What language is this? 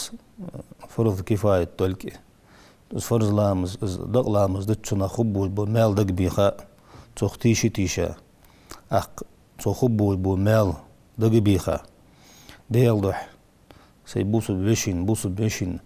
Ingush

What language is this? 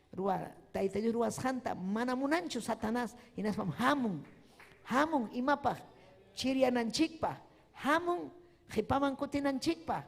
Ayacucho Quechua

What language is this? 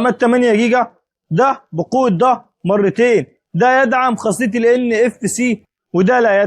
Egyptian Arabic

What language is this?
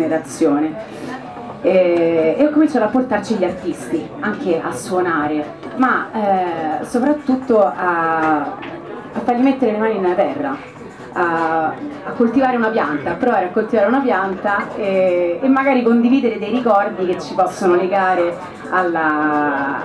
Italian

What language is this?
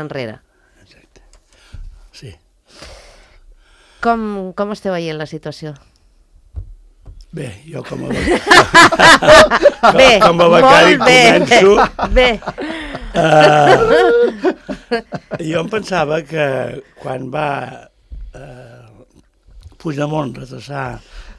Catalan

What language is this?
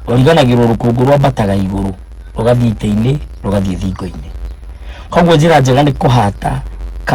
Kikuyu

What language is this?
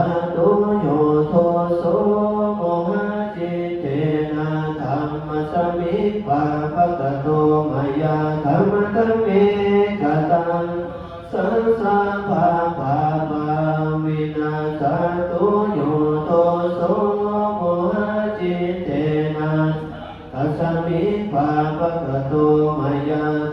Pali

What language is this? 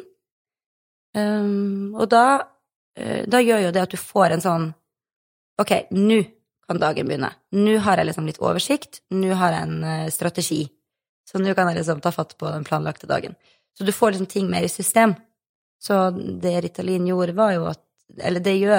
Norwegian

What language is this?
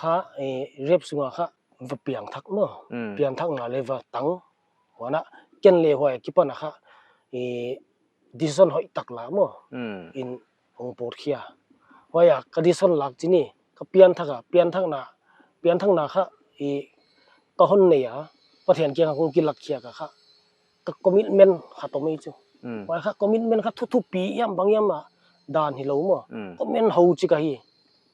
Paite Chin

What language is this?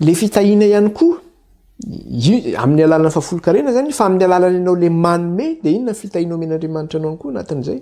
Malagasy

